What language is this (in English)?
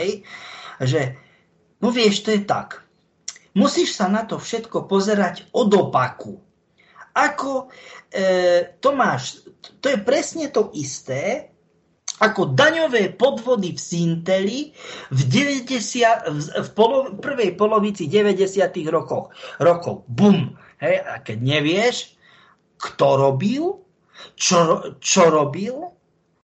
Slovak